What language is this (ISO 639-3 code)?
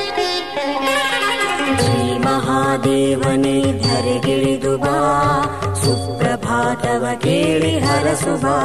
kan